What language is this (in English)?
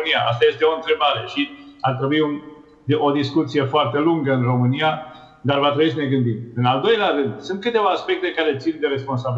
Romanian